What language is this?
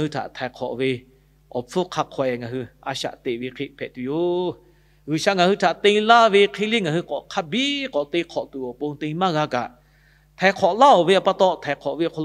Lahu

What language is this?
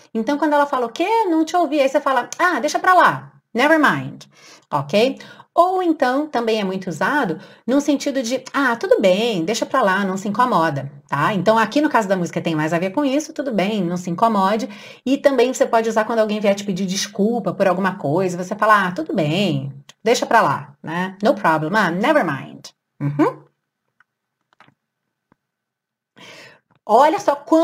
Portuguese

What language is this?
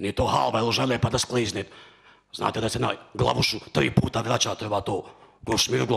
Bosnian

